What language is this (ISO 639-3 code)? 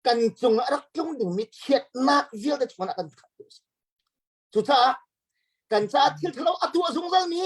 cnh